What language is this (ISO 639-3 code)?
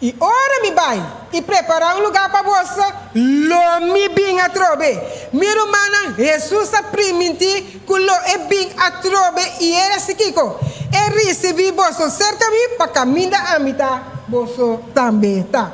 pap